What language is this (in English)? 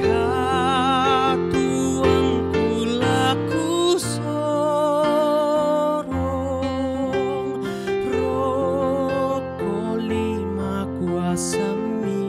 Toraja-Sa'dan